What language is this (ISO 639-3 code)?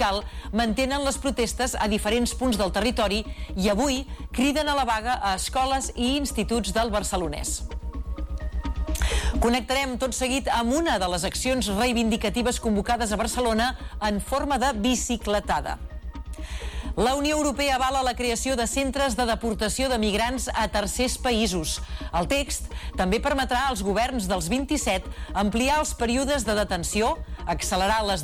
cat